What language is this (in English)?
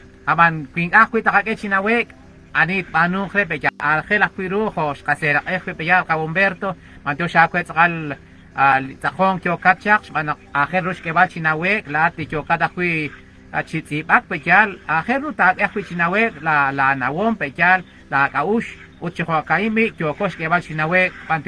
Kekchí